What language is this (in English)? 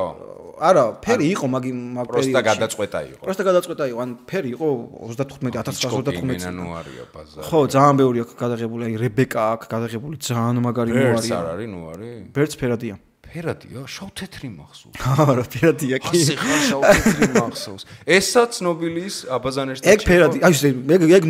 Georgian